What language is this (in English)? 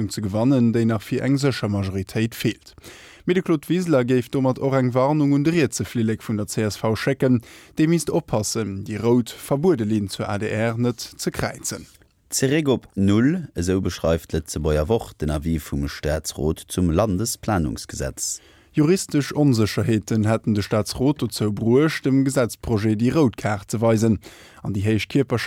Luxembourgish